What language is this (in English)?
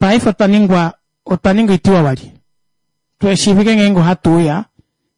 Kuanyama